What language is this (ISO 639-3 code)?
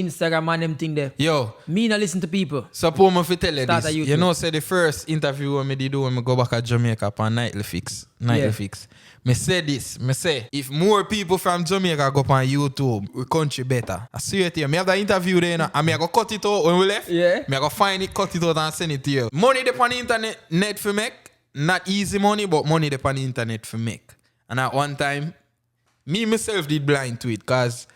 jam